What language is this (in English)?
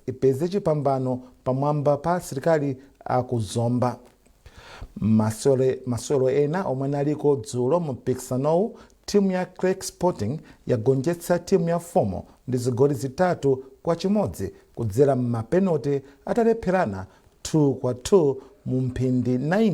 Nyanja